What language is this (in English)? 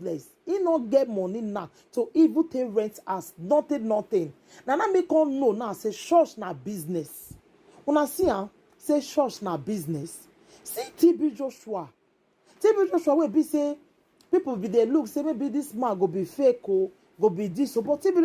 Nigerian Pidgin